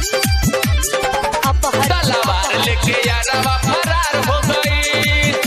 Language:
Bhojpuri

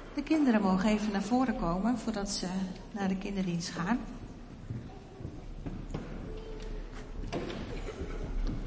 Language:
Dutch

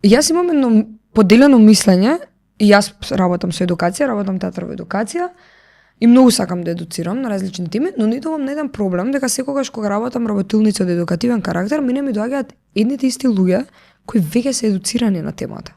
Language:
Macedonian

